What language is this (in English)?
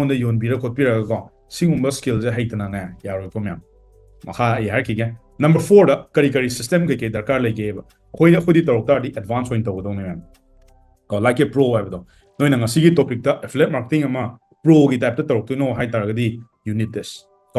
Manipuri